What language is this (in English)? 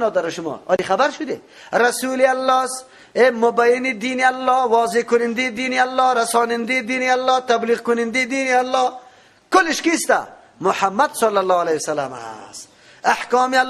Persian